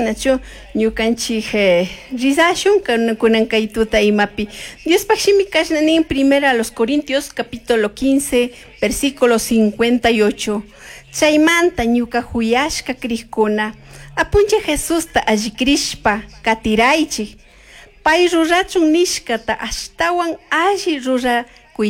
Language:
Chimborazo Highland Quichua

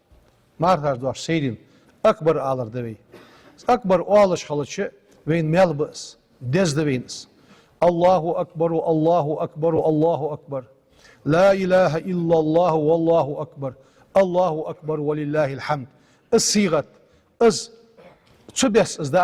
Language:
Ingush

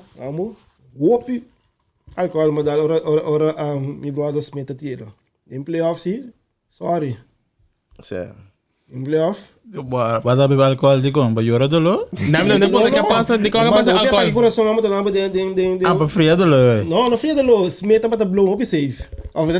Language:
Papiamento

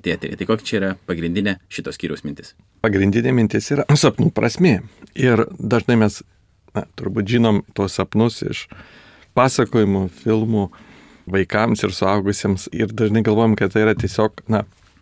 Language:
Lithuanian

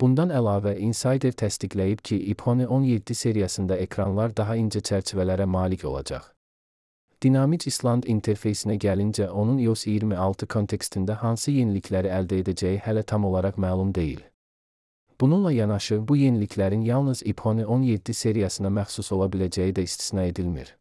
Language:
Azerbaijani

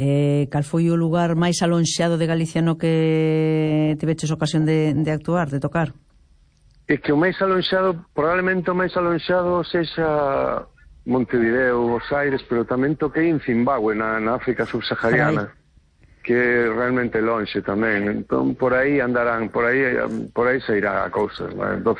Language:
Galician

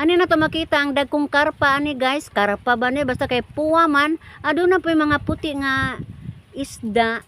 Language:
Cebuano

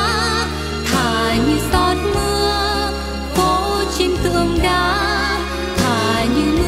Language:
Vietnamese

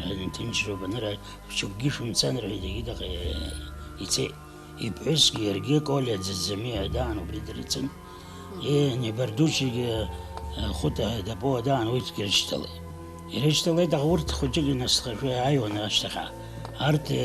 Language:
Abkhazian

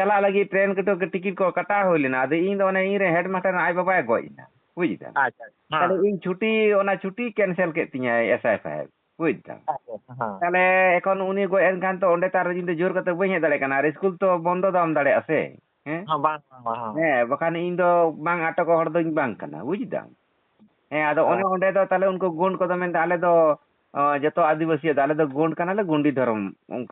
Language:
Santali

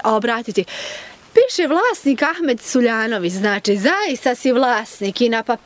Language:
Bosnian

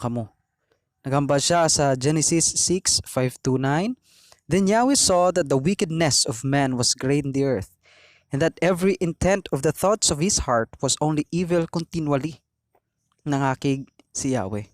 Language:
Hiligaynon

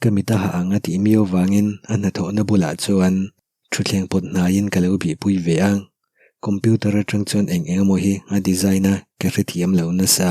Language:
Mizo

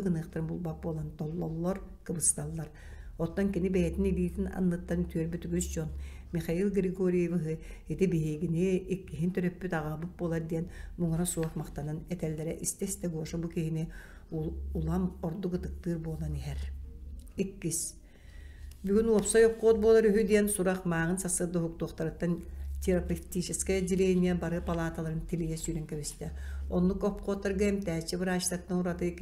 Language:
Yakut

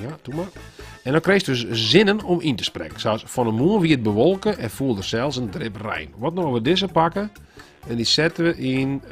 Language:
Western Frisian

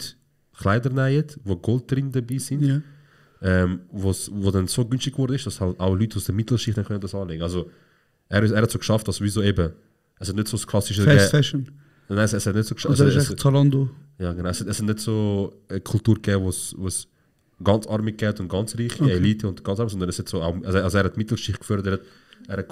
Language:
Swiss German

